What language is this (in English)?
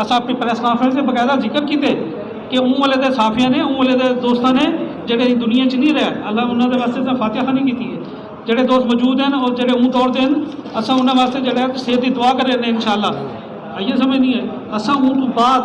Saraiki